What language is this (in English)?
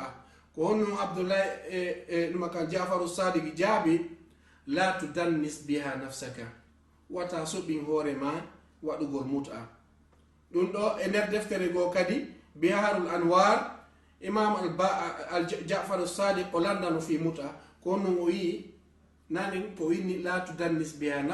Fula